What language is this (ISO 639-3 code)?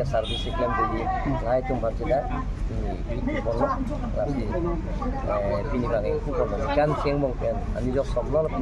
mjw